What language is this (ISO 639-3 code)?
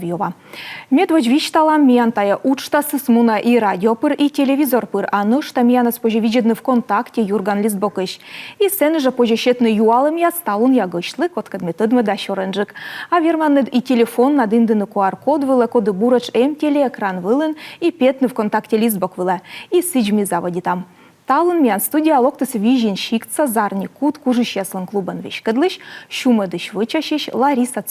kom